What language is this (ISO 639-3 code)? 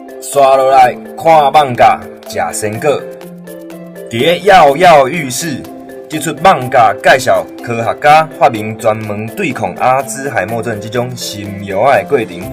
nan